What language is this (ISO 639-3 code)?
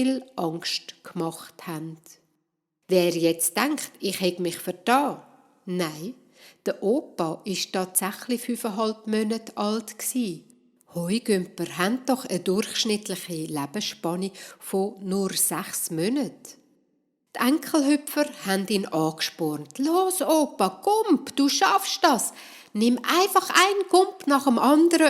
gsw